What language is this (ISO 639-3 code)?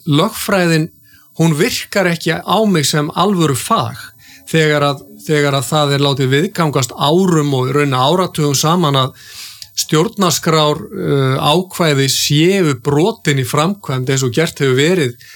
isl